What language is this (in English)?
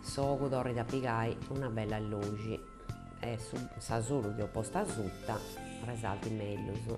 Sardinian